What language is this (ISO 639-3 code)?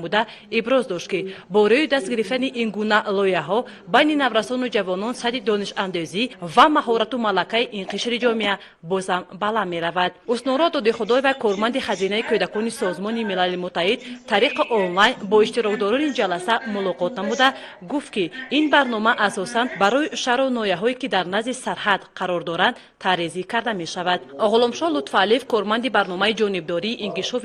tgk